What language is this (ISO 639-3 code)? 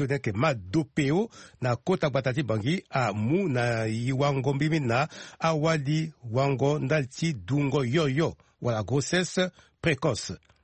sag